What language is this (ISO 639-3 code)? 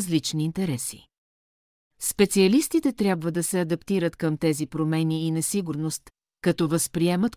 bul